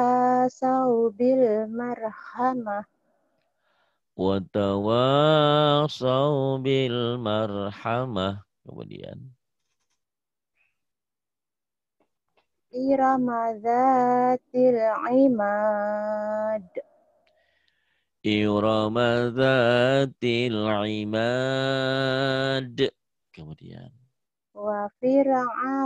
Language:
Indonesian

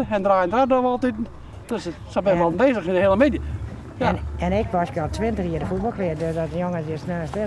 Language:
Western Frisian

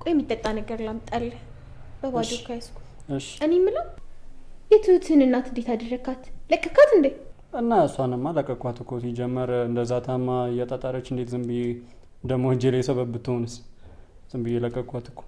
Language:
Amharic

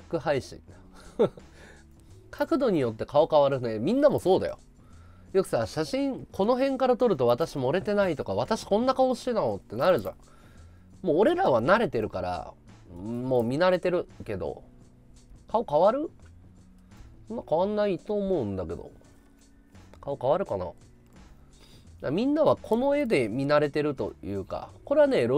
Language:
Japanese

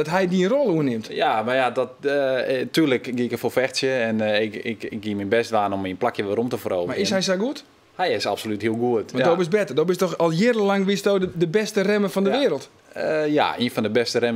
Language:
Western Frisian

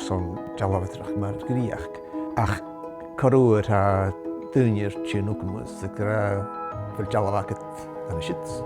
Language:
Scottish Gaelic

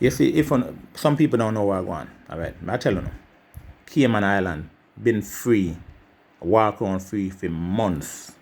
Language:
Jamaican Creole English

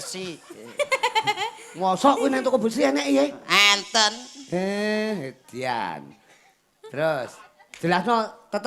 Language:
Javanese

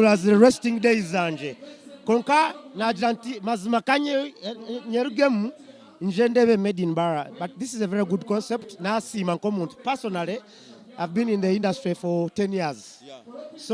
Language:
Nyankole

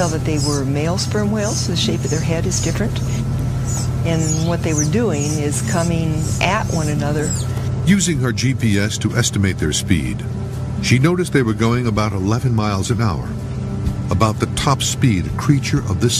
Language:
English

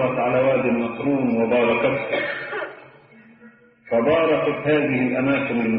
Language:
Egyptian Arabic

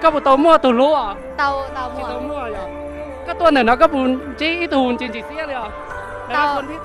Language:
Hmong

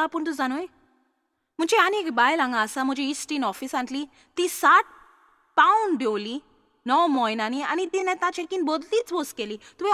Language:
Konkani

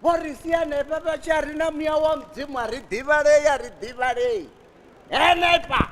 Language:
Venda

